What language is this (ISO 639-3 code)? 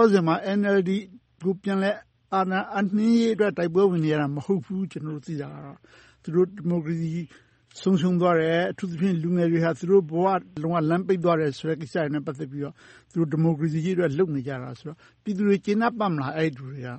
mya